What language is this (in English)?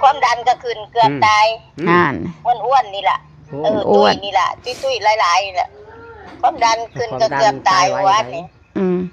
Lao